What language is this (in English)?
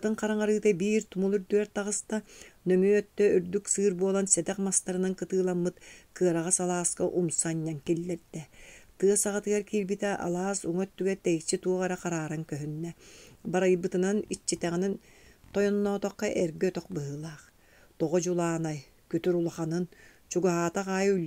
Yakut